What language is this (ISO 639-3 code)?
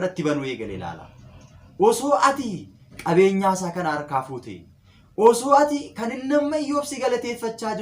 orm